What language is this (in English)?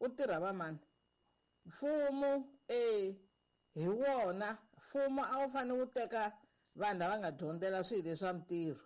Tsonga